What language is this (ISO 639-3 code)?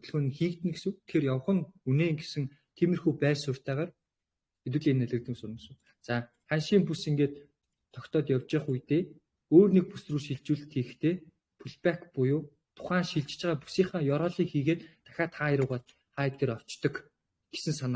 mon